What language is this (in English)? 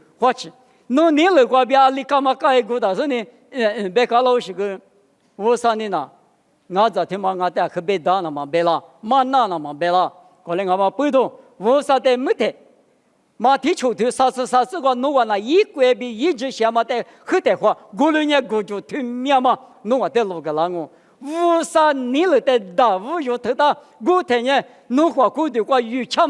Lisu